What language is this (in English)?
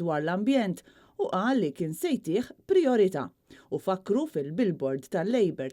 Maltese